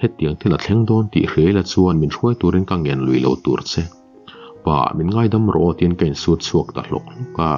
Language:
Mizo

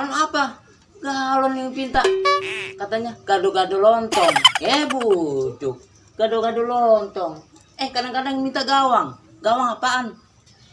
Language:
Betawi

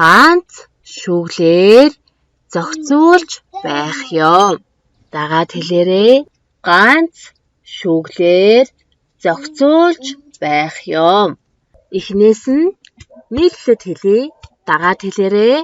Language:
Mongolian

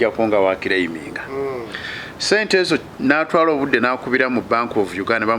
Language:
Ganda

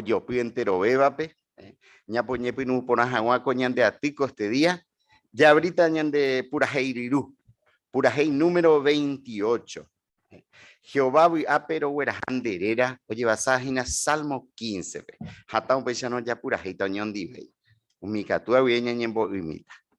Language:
Guarani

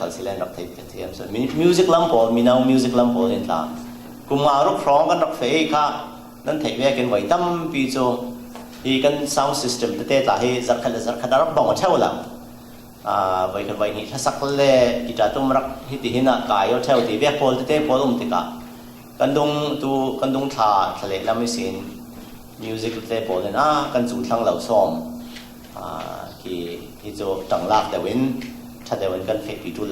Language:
Falam Chin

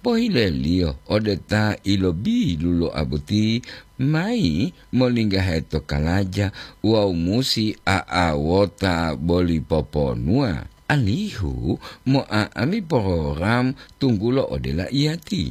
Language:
Gorontalo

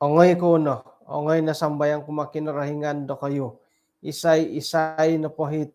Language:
Central Dusun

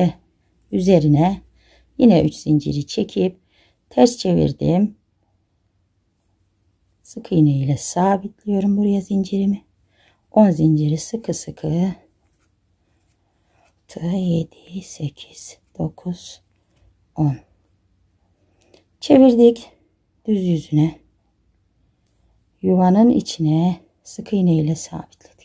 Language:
Turkish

